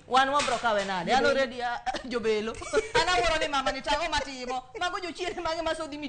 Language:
Luo (Kenya and Tanzania)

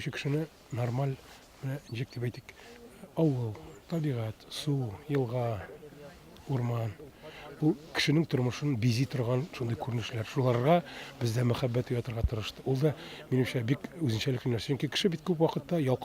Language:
Tatar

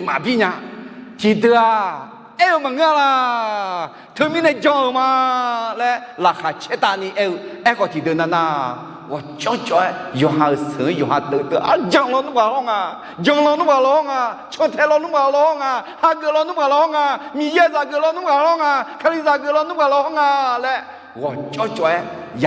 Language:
Akha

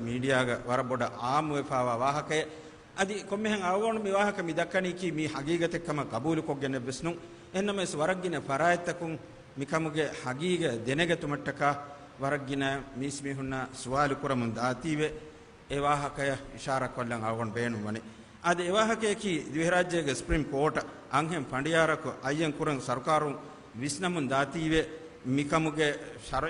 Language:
Divehi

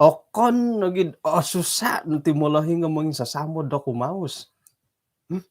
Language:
Central Dusun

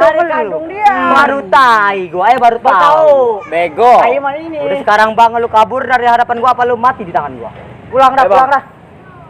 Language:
Betawi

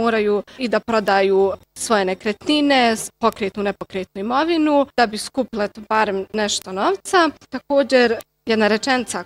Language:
Bosnian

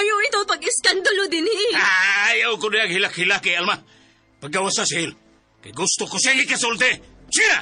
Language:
Cebuano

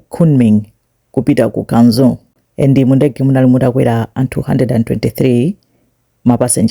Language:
Nyanja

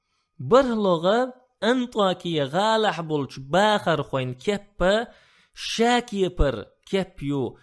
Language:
Chechen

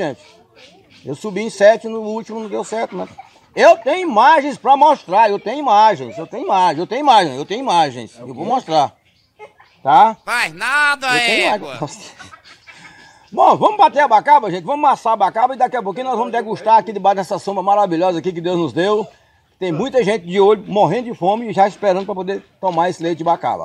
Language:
Portuguese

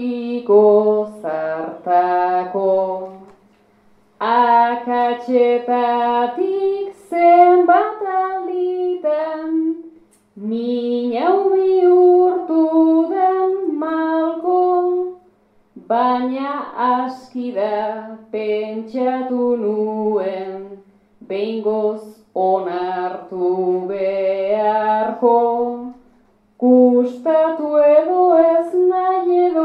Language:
Basque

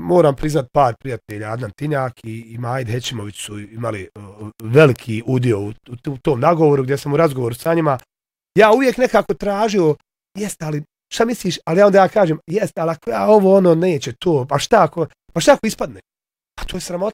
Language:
Bosnian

